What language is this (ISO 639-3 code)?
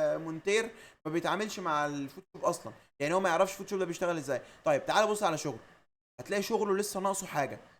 arz